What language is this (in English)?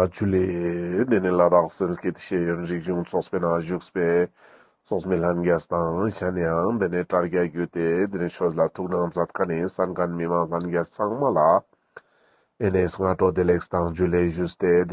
Ladakhi